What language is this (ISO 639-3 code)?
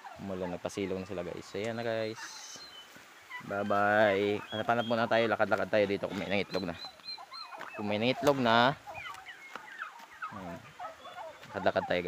fil